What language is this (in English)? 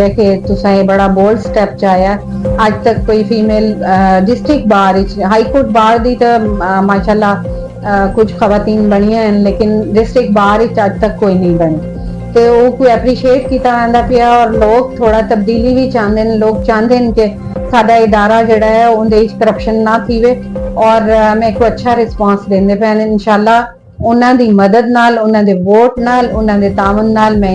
Saraiki